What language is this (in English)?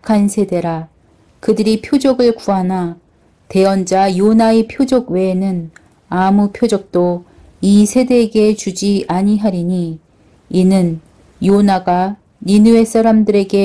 Korean